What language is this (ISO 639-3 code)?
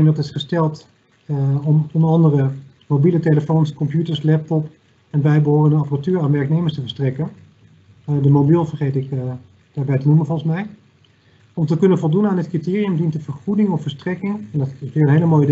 nld